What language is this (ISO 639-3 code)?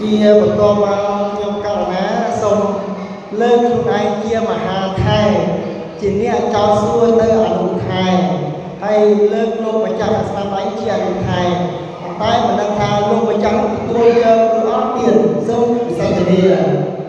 khm